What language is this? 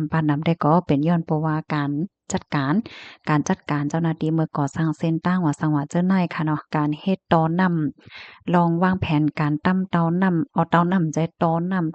Shan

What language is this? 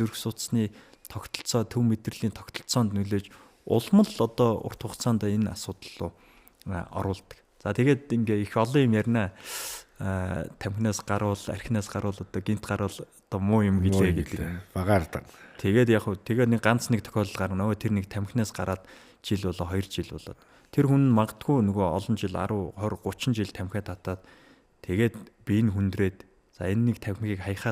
Mongolian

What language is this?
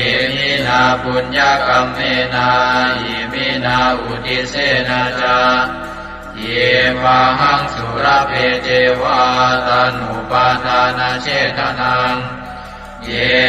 Pali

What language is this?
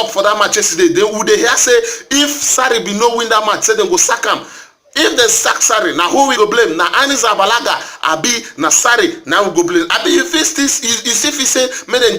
Nigerian Pidgin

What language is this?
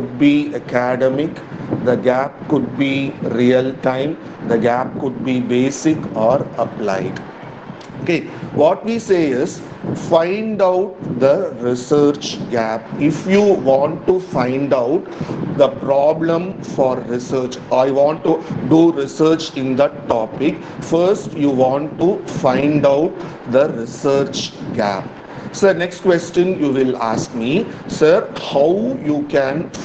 English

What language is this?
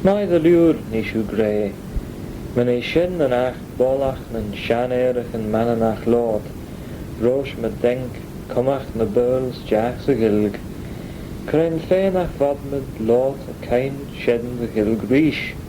Manx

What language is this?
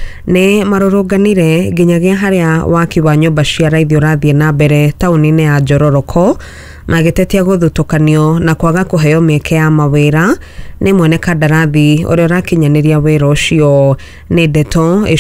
Kikuyu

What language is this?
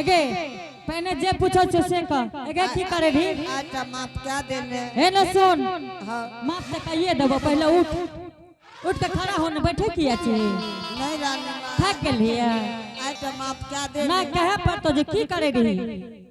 Angika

